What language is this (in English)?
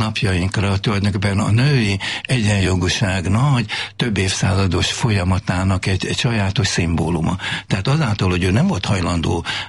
Hungarian